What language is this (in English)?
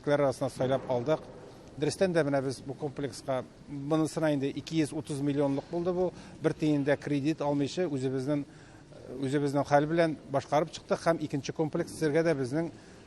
Tatar